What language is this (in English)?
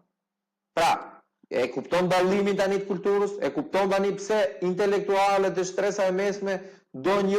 Albanian